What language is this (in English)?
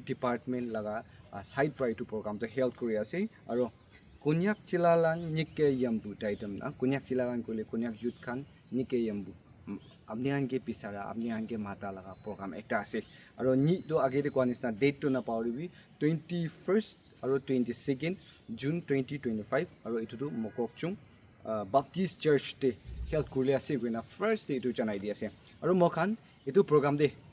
Naga Pidgin